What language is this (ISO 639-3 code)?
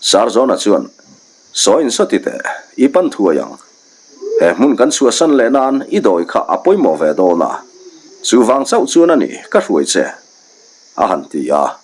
lus